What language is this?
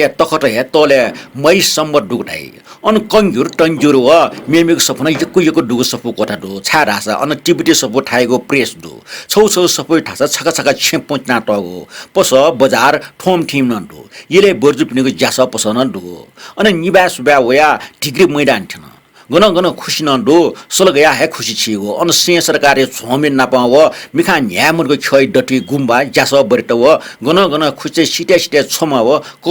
Newari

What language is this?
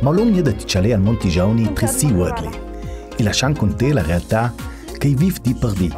Ladin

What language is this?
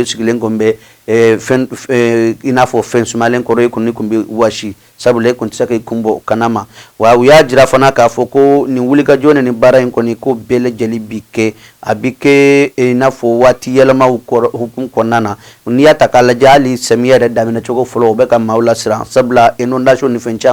Bambara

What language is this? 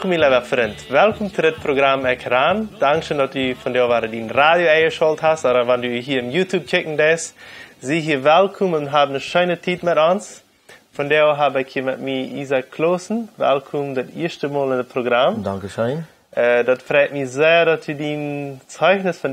Plautdietsch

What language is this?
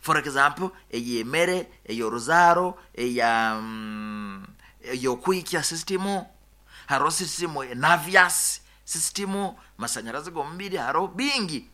Nyoro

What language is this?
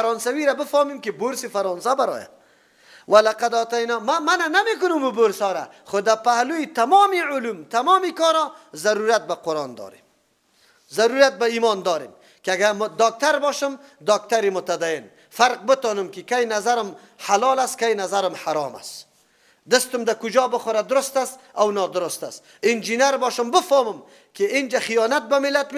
Persian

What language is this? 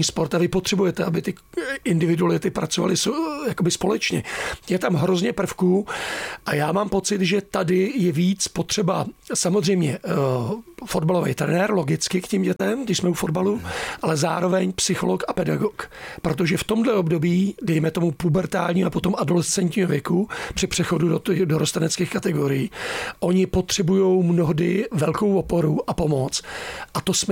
Czech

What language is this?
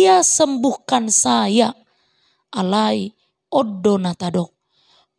Batak Toba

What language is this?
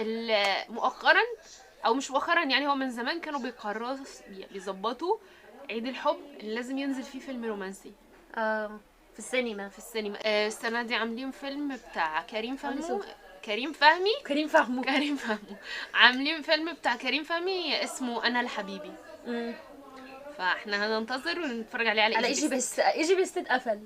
Egyptian Arabic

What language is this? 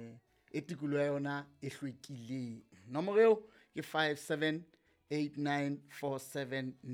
Southern Sotho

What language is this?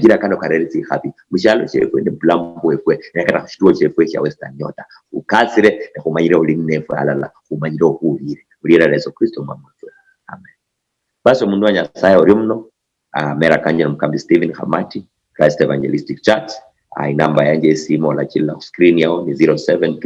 Luyia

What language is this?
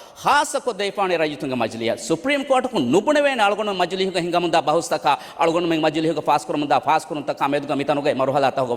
Divehi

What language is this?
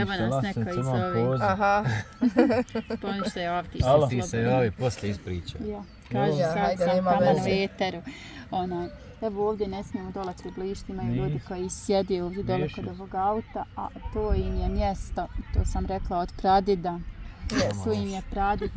Bosnian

